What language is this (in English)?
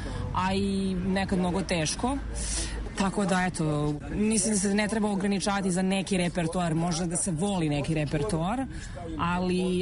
Serbian